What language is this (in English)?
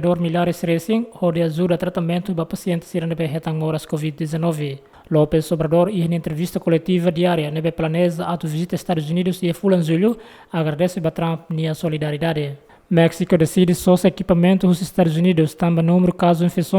Tetum